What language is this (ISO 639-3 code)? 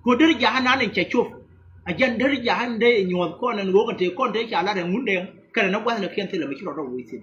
nus